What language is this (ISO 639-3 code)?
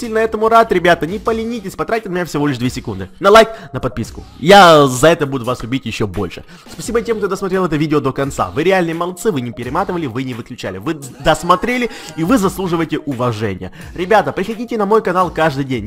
rus